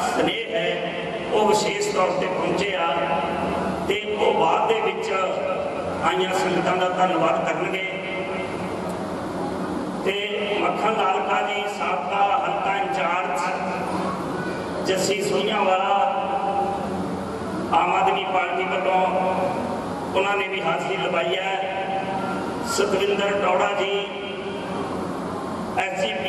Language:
Punjabi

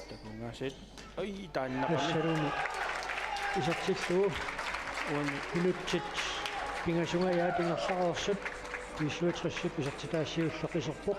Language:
Kalaallisut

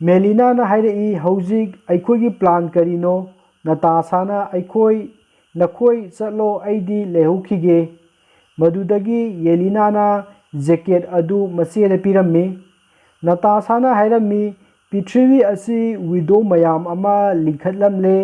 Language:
Manipuri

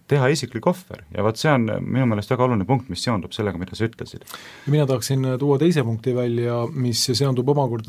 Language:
Estonian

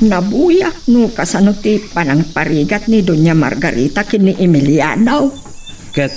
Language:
Iloko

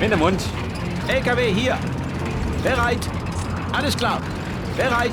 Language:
Bavarian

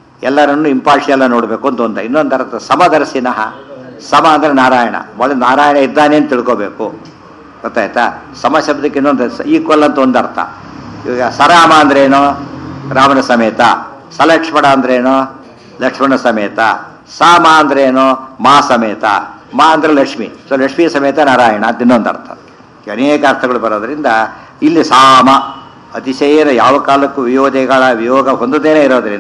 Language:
Kannada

